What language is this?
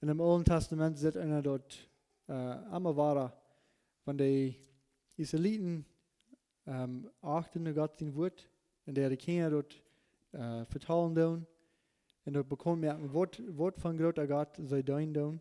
Plautdietsch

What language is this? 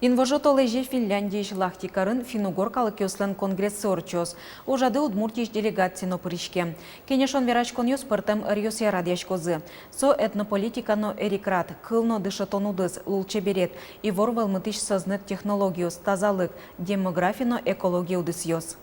Udmurt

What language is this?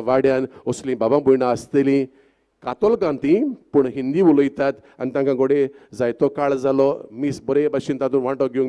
Konkani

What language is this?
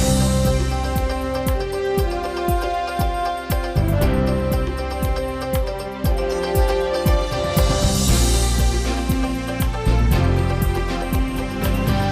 Udmurt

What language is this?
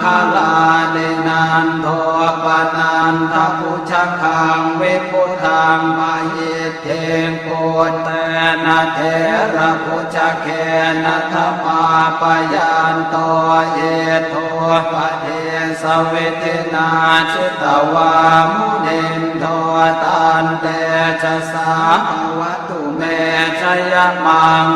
Pali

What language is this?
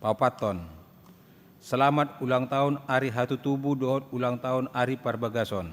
Batak Toba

